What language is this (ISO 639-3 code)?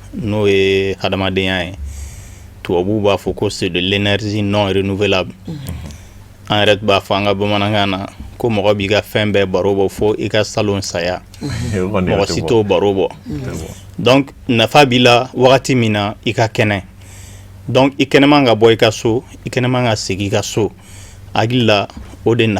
bam